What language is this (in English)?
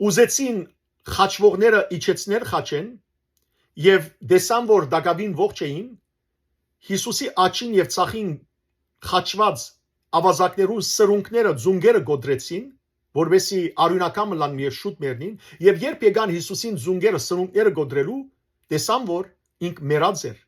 Western Armenian